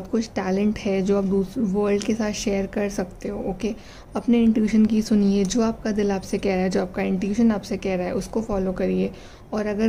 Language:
Hindi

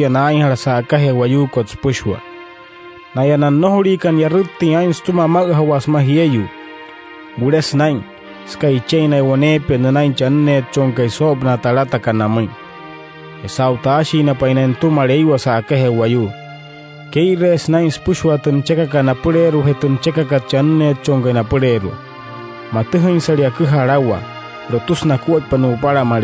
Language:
Wayuu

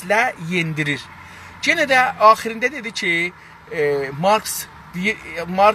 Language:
South Azerbaijani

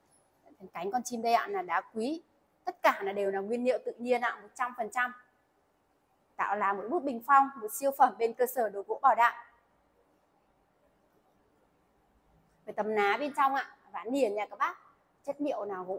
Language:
Vietnamese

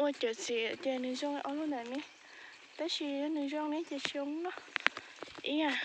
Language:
Hmong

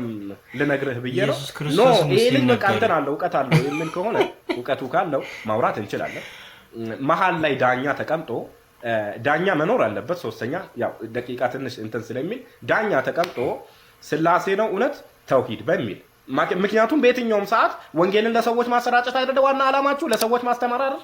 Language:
Amharic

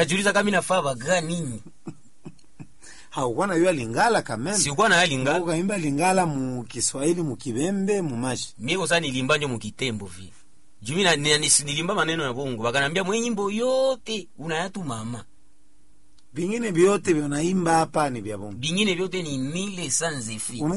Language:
Swahili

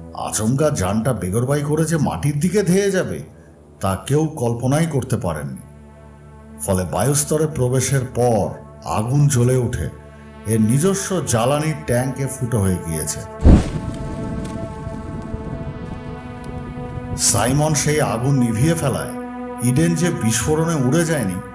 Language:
Bangla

